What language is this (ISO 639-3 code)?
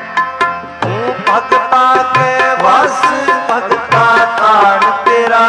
pan